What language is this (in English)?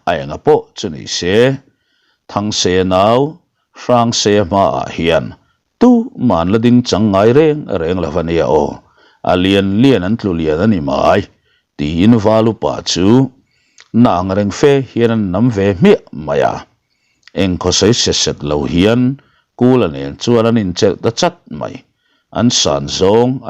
Mizo